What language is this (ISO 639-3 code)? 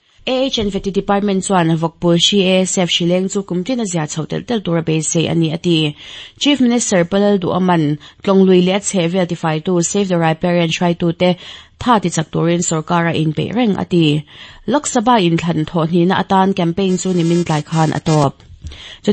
lus